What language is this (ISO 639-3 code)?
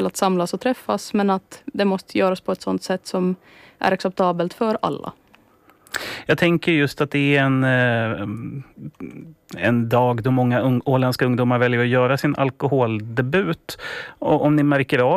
swe